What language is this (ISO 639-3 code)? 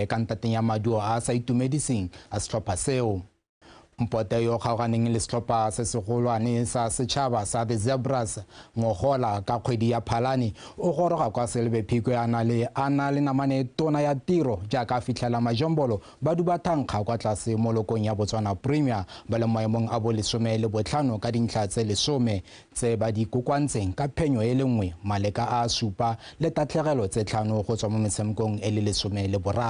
tsn